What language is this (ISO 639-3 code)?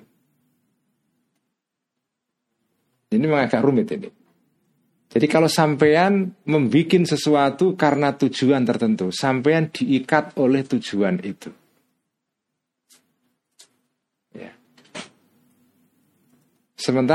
ind